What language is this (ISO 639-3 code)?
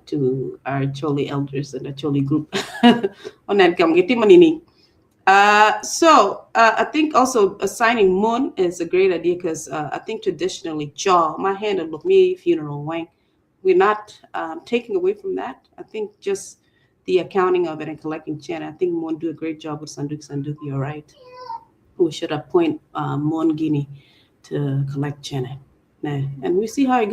ach